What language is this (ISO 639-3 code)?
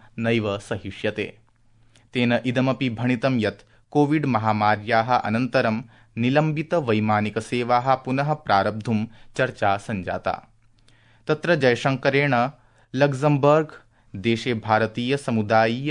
san